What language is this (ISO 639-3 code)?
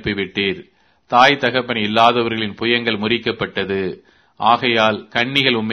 tam